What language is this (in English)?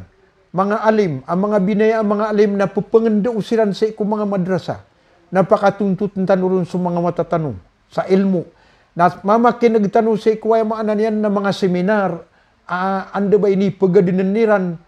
Maranao